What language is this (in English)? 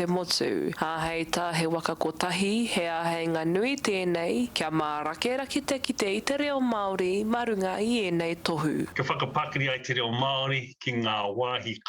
Māori